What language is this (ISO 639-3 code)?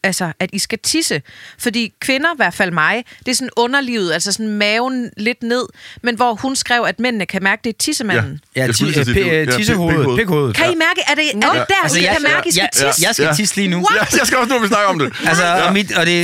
dan